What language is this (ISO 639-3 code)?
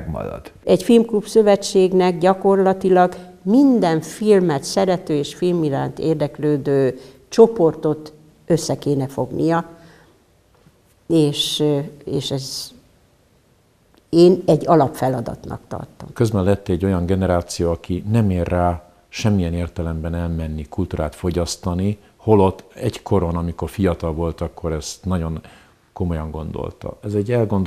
hun